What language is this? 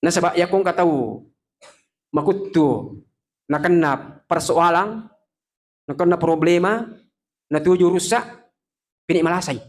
Buginese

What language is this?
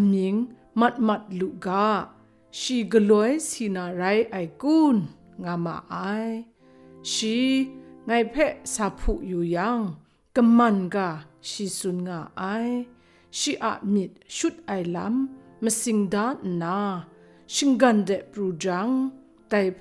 Kachin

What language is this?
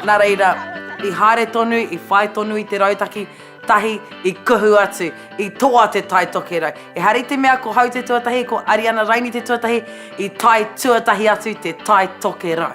Māori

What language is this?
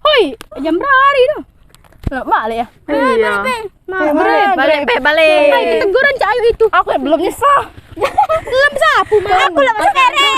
Musi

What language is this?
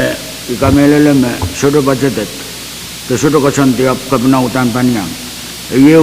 Pohnpeian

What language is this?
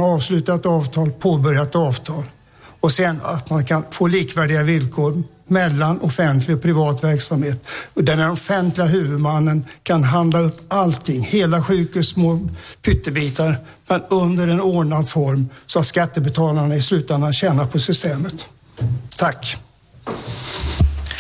Swedish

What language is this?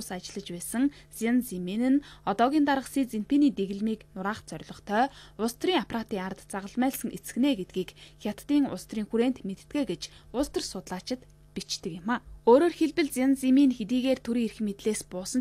Mongolian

